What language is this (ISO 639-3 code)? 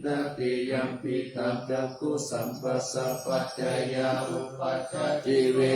pli